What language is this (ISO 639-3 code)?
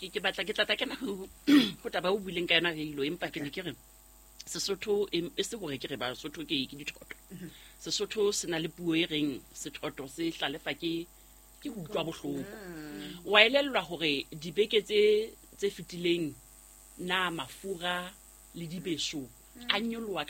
sot